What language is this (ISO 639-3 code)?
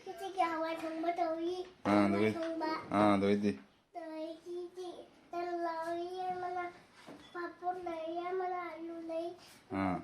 mni